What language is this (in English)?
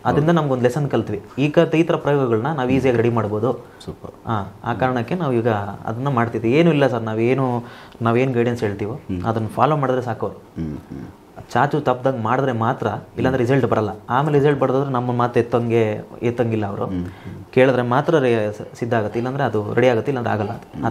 Kannada